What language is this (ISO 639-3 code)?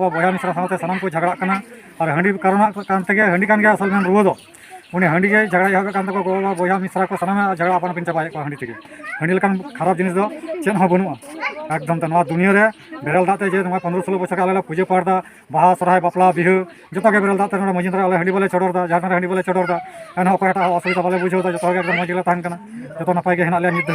sat